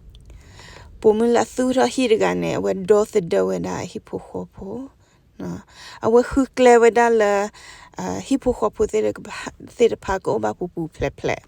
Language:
S'gaw Karen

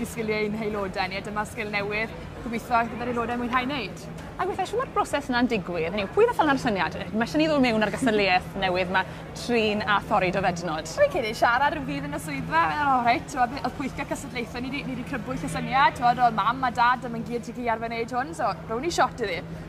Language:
Welsh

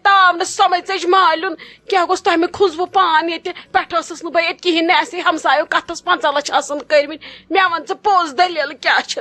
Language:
Kashmiri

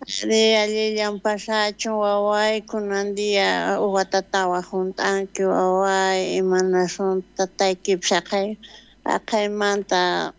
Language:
South Bolivian Quechua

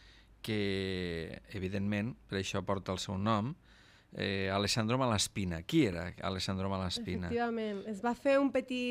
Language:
Catalan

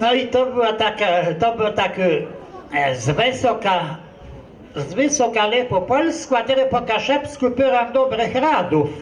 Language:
Kashubian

